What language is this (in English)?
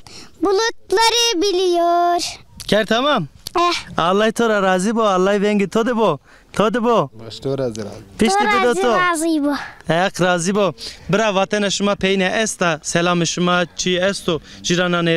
Zaza